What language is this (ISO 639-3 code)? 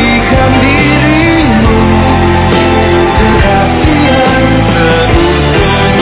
ind